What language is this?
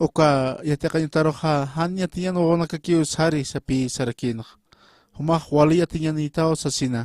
Aymara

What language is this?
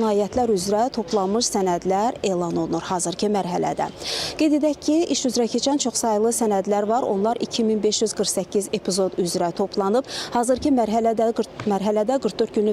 Azerbaijani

